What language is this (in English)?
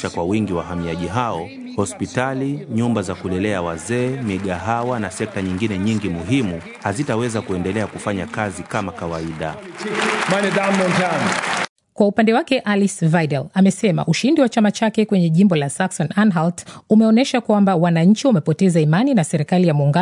Swahili